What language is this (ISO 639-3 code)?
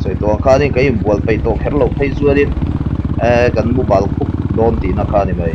lus